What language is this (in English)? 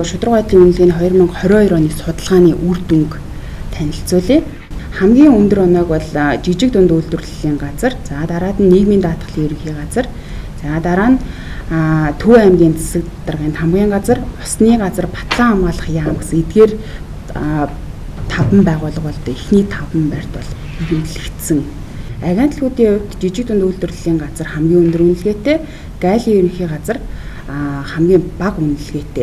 Mongolian